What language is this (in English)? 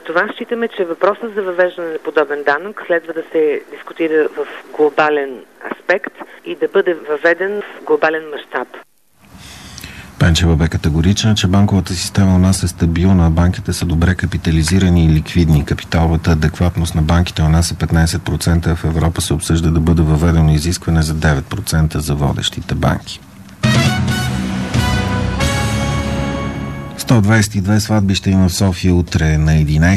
Bulgarian